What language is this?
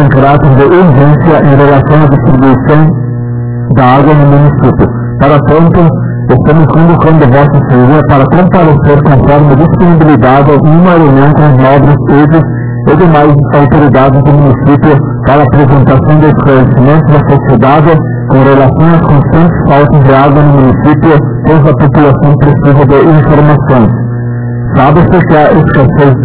Portuguese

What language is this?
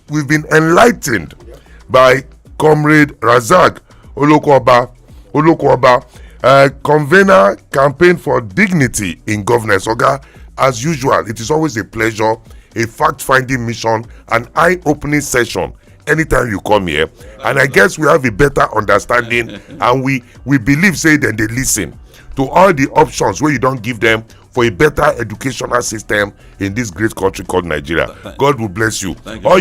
Nigerian Pidgin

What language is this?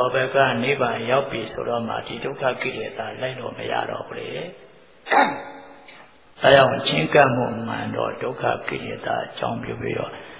Burmese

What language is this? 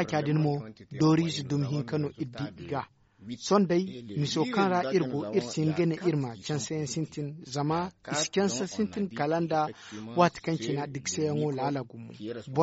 Zarma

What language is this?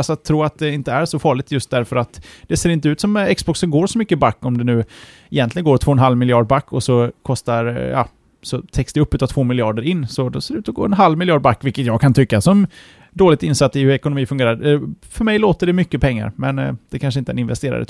Swedish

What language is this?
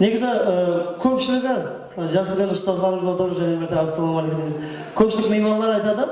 Kara-Kalpak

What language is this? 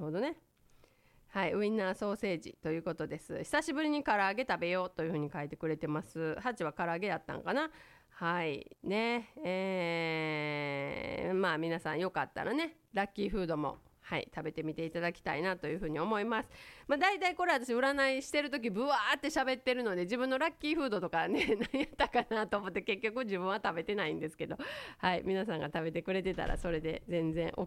Japanese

